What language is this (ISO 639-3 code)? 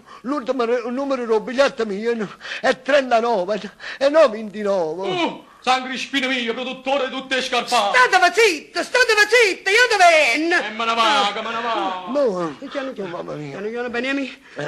nap